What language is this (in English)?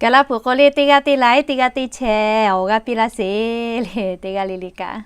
Lahu